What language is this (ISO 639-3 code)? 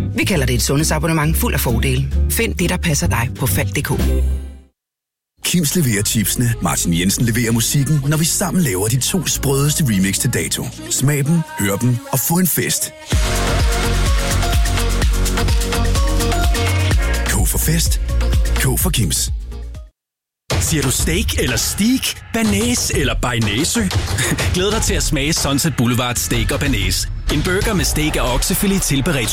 dan